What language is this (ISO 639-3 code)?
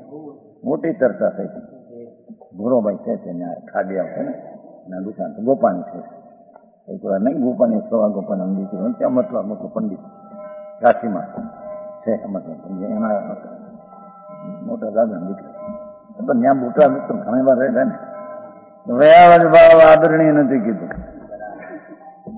guj